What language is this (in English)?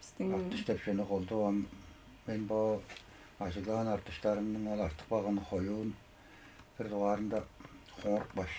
Tuvinian